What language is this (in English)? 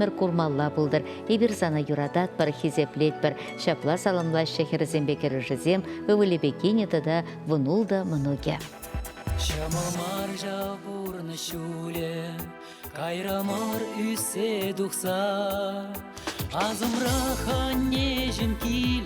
Chuvash